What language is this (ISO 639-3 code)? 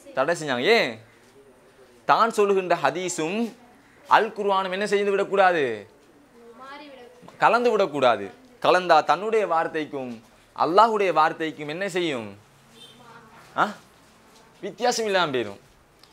tam